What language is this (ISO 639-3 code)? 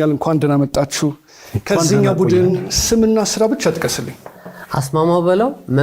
amh